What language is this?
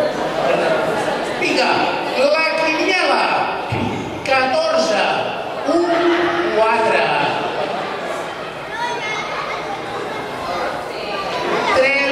Catalan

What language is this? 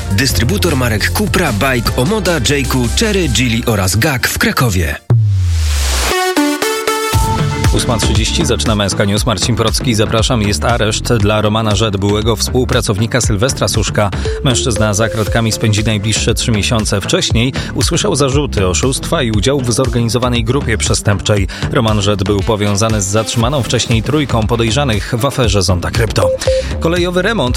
Polish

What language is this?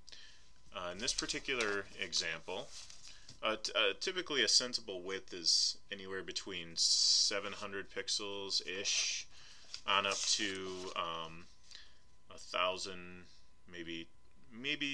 English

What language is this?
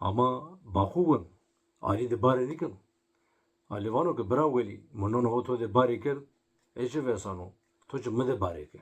Zaza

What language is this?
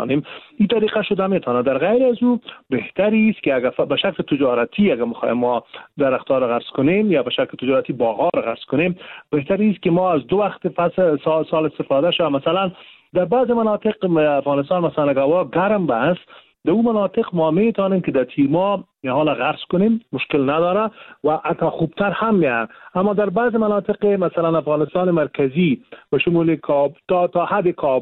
Persian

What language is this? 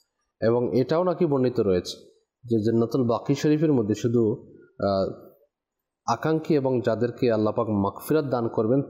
Bangla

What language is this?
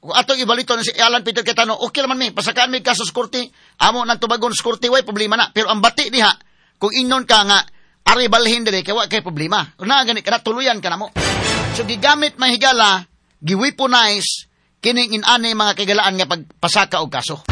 Cebuano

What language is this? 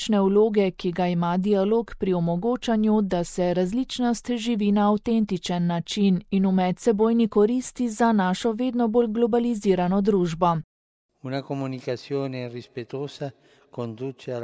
Slovenian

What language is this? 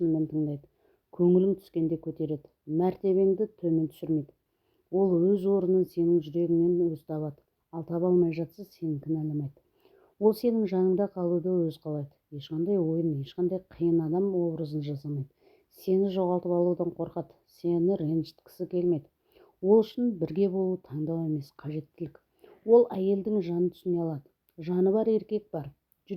Kazakh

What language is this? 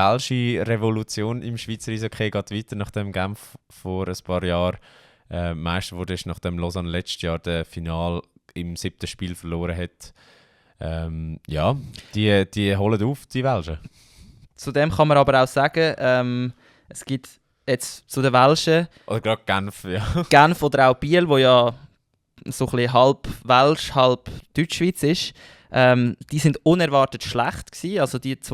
Swiss German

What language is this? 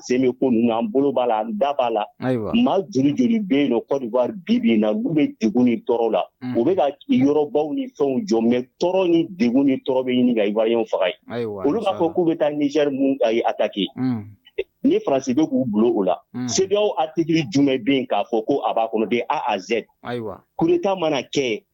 Bambara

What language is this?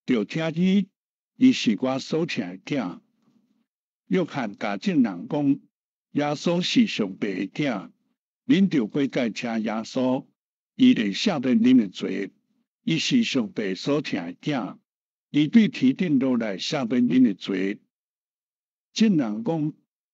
Min Nan Chinese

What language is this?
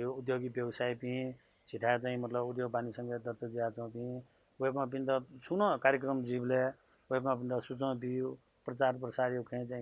Newari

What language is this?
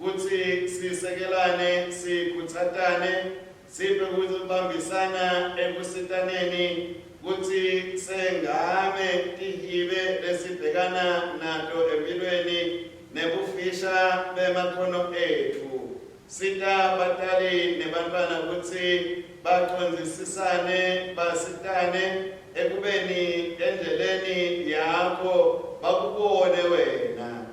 Swati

